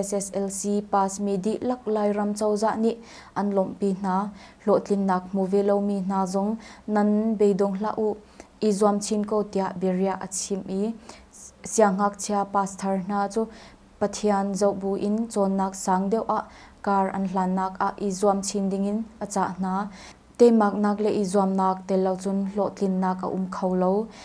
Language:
Hakha Chin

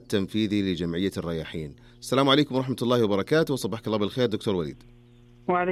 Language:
Najdi Arabic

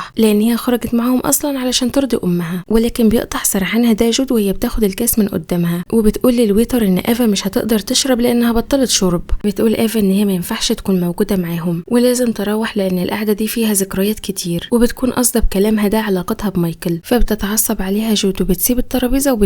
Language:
Egyptian Arabic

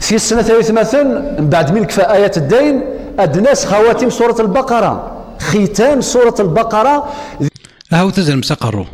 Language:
Kabyle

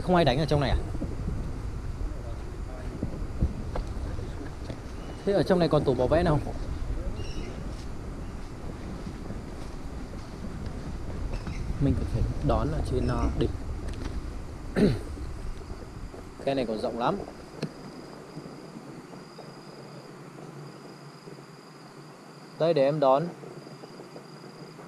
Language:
Vietnamese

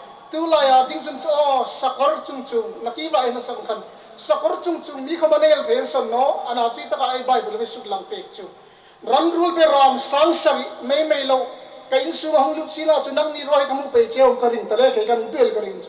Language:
Hmar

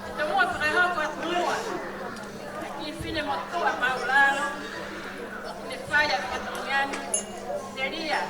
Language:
Tongan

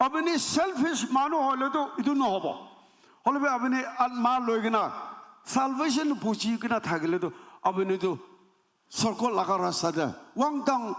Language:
Naga Pidgin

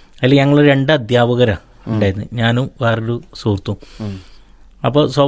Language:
Malayalam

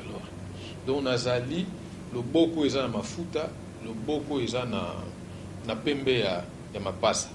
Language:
Lingala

